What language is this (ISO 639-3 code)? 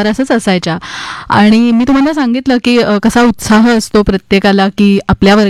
mar